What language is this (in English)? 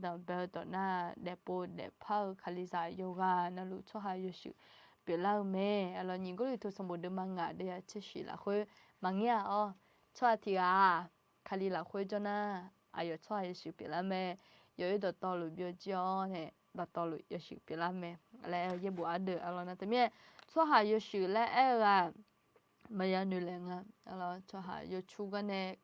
Akha